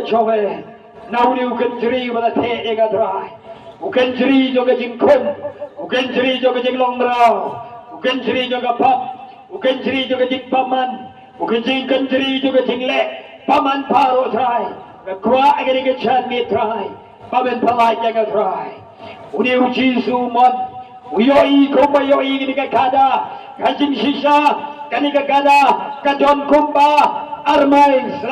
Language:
Khasi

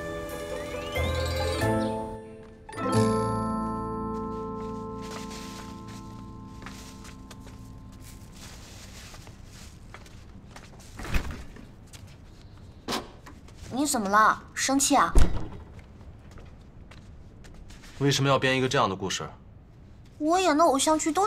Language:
Chinese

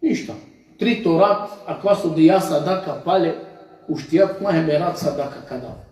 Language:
Balkan Romani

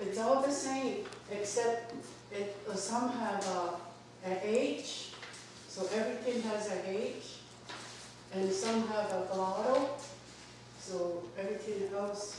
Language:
Mohawk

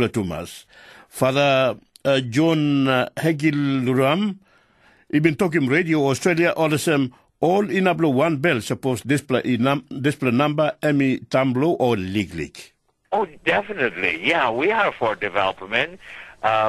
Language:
Tok Pisin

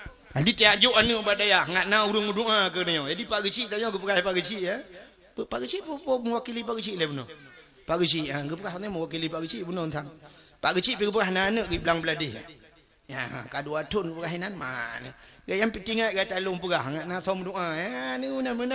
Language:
Achinese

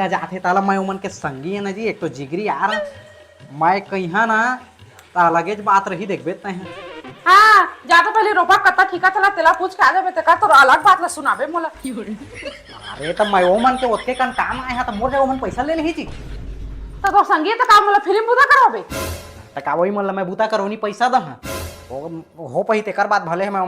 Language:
Chhattisgarhi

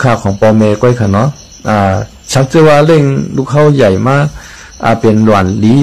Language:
Shan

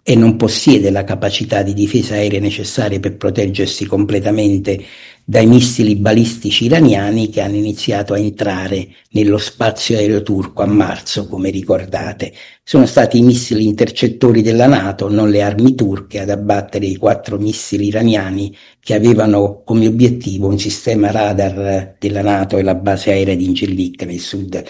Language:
Italian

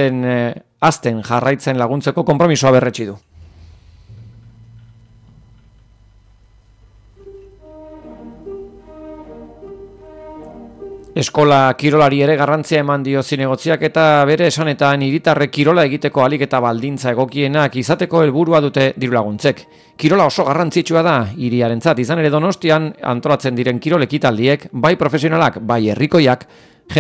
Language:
Basque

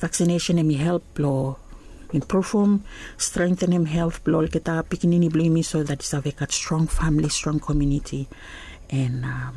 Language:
Bislama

